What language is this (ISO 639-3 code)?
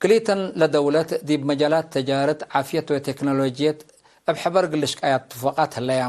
tig